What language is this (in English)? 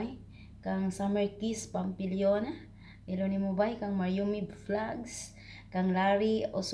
Cebuano